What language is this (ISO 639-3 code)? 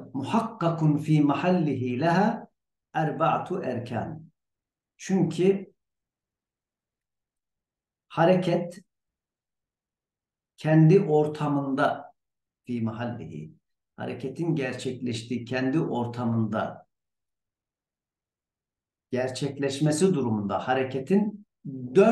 tur